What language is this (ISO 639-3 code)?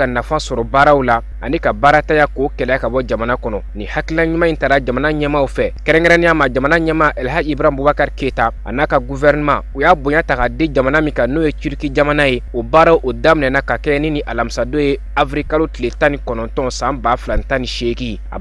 bam